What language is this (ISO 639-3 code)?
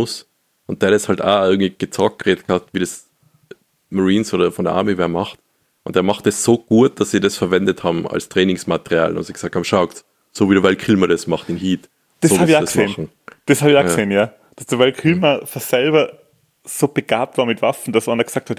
deu